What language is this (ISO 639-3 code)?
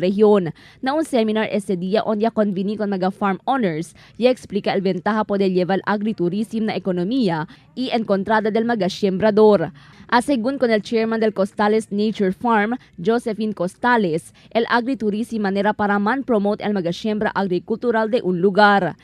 cbk